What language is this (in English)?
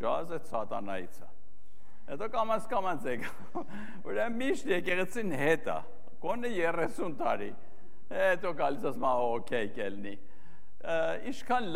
Armenian